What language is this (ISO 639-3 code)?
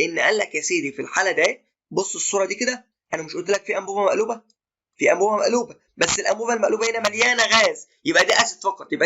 arz